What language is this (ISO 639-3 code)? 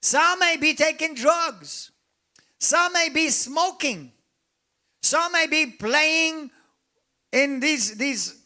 eng